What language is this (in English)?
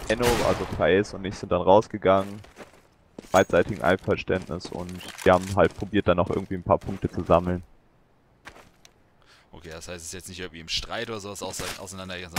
German